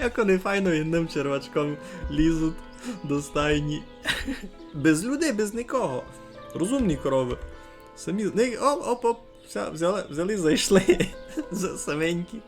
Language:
Rusyn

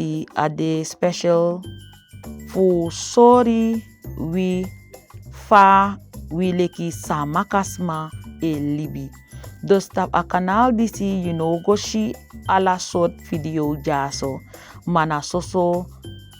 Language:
Saramaccan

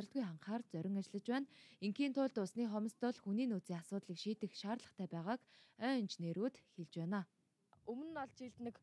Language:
Mongolian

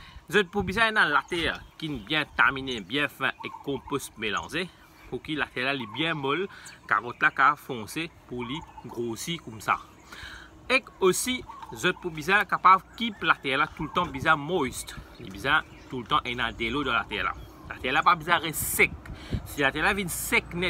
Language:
Morisyen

